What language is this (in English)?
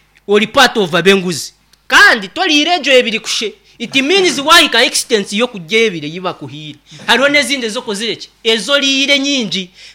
Nyankole